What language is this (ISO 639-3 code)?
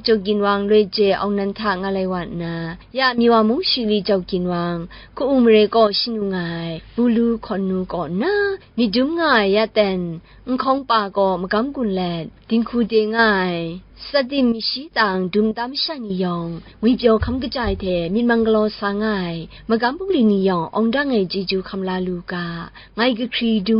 kac